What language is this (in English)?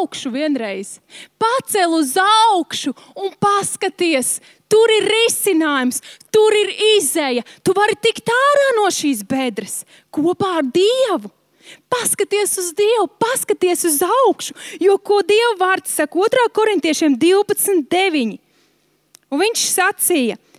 Latvian